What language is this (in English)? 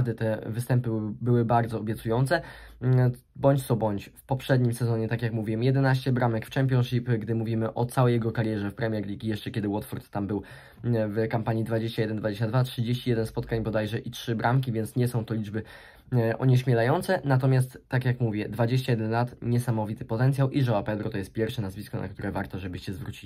Polish